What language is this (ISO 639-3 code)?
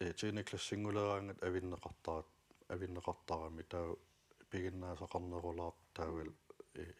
kal